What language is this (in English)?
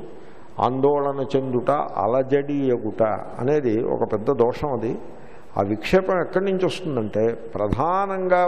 Telugu